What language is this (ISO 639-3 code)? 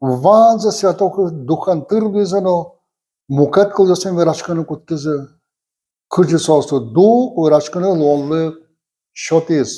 udm